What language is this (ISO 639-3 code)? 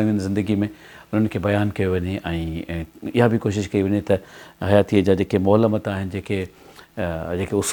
snd